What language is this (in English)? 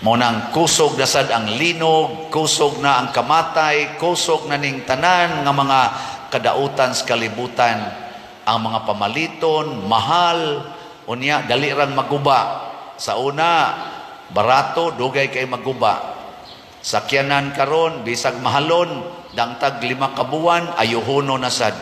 Cebuano